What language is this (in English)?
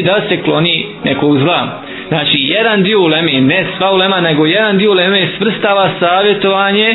Bosnian